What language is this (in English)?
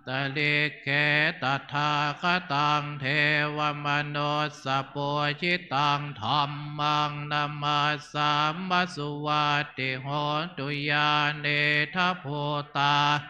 Pali